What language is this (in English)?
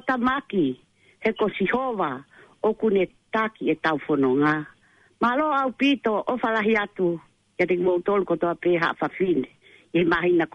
Tongan